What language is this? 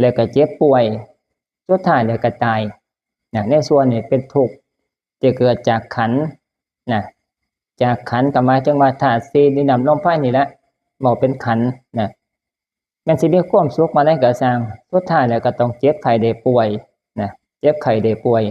Northeastern Thai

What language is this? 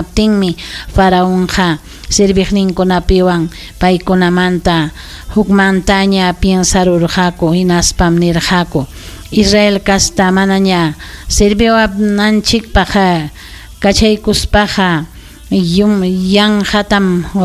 Ayacucho Quechua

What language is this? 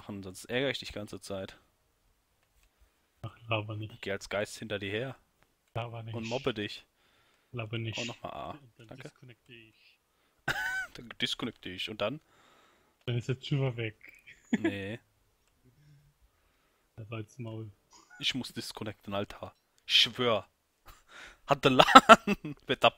German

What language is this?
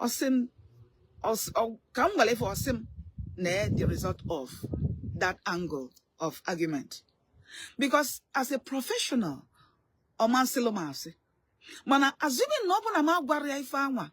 Igbo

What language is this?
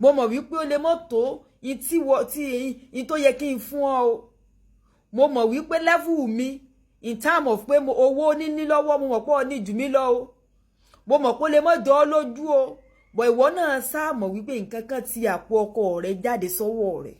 Yoruba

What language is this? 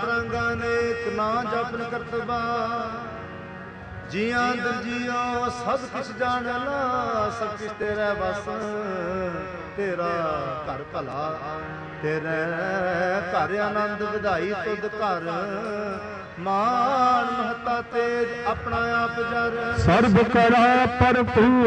Punjabi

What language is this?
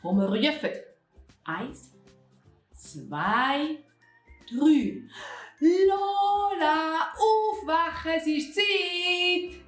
Swiss German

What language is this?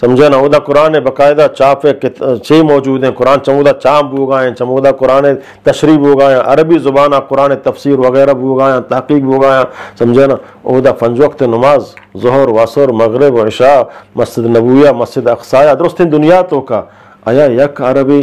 Eastern Balochi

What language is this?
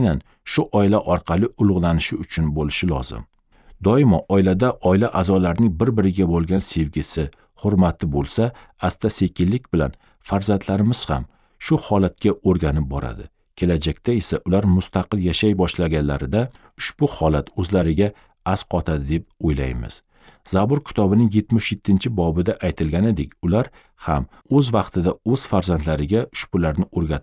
Uzbek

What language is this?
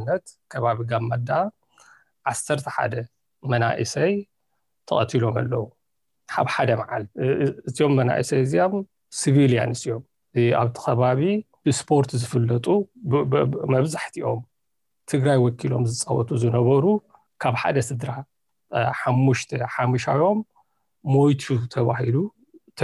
Tigrinya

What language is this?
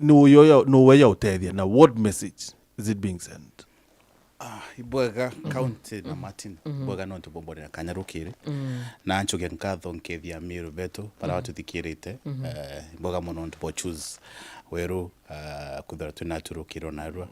Meru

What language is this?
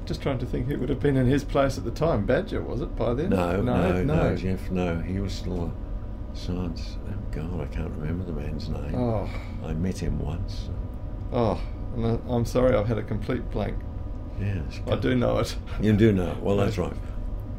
English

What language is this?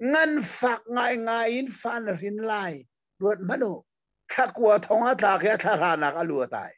Hakha Chin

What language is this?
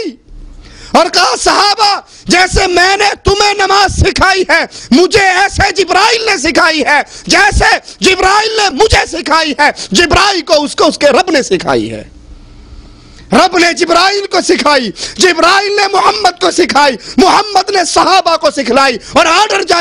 Urdu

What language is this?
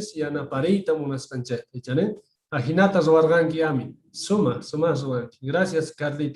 South Bolivian Quechua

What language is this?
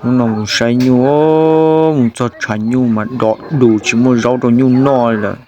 Hmong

